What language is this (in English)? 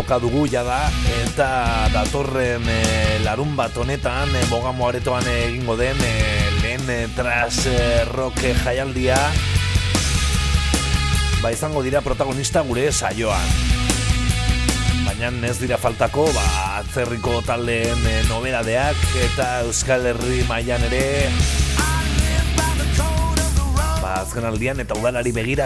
Basque